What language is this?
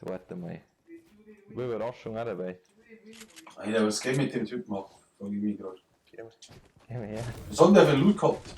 Bavarian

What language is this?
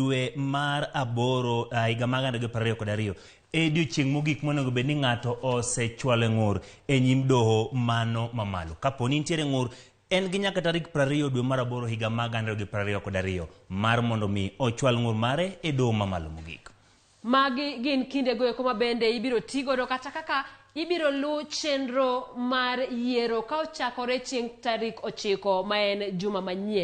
Luo (Kenya and Tanzania)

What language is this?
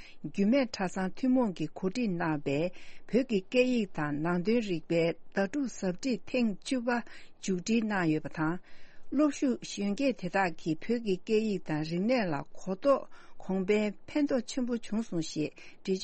Tibetan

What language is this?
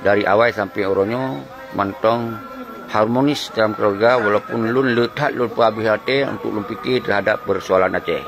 Achinese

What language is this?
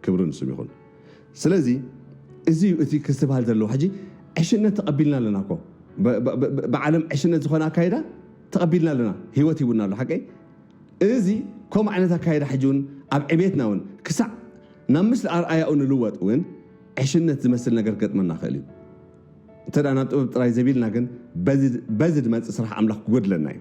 Tigrinya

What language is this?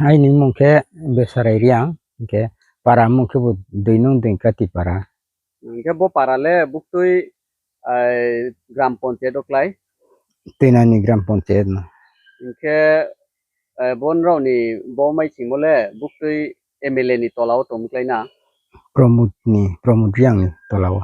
Riang (India)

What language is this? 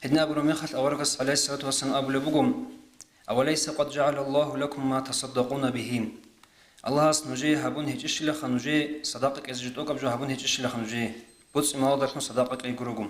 Avaric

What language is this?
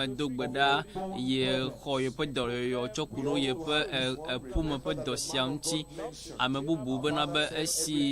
Ewe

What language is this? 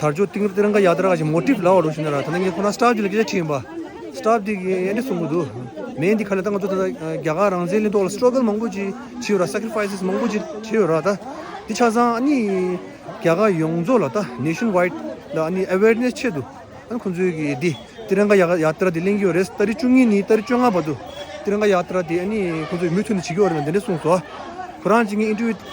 Tibetan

